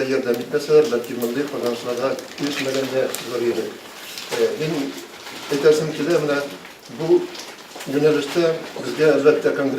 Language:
Tatar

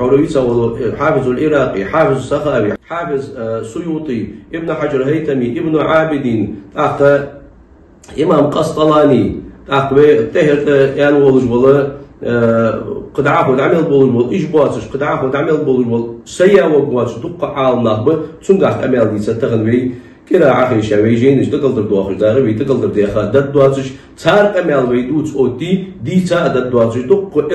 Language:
Ingush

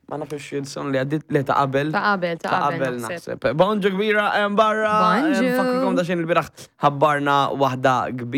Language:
Maltese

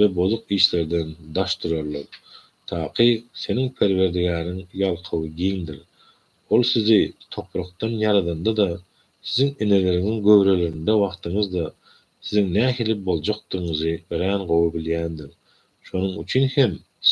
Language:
Turkmen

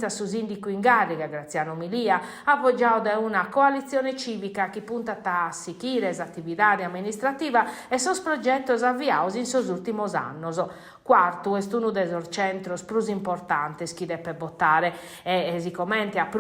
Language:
Sardinian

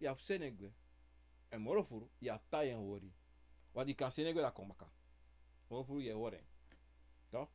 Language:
Sranan Tongo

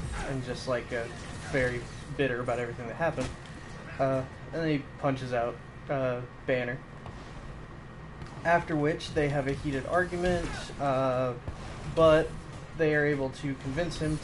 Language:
English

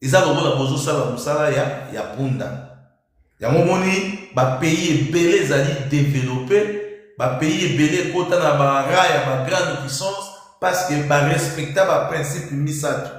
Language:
Lingala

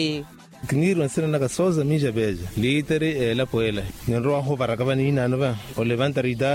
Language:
Makhuwa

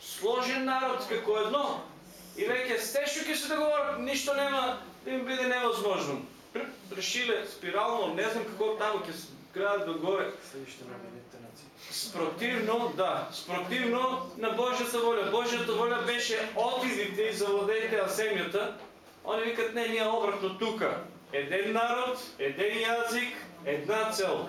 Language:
Macedonian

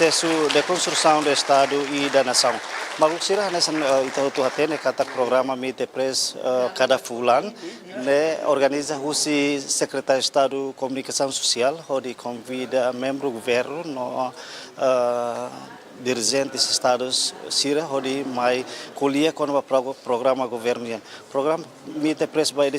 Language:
Tetum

